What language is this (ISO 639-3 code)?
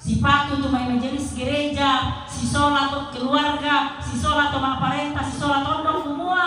sda